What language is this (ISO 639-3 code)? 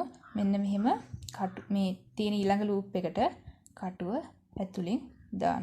sin